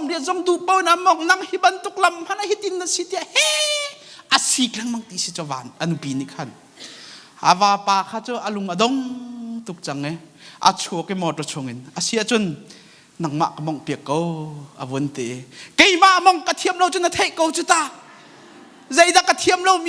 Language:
Hakha Chin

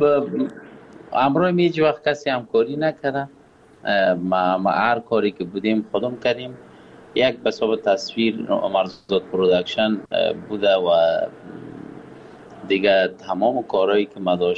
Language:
Persian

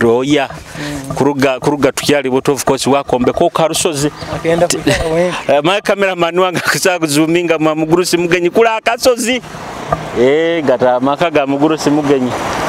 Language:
Nyoro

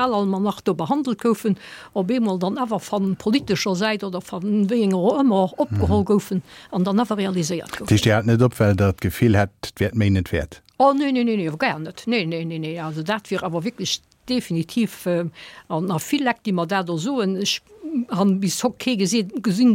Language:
Luxembourgish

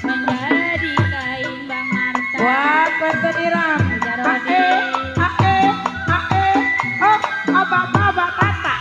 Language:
Betawi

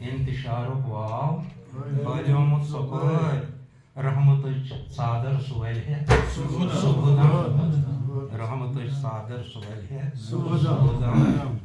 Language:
Kashmiri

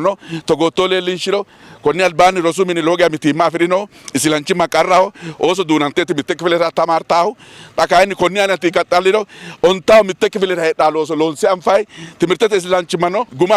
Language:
Sidamo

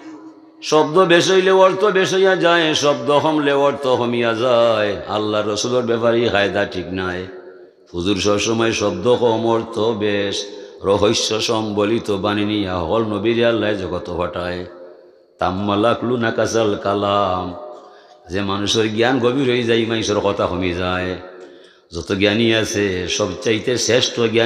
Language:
Sylheti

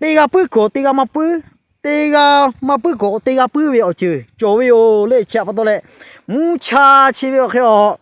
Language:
Lahu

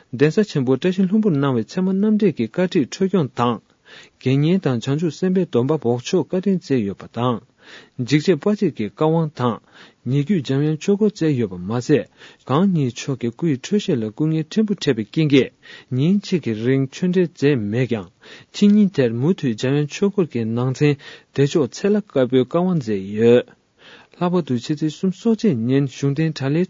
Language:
Tibetan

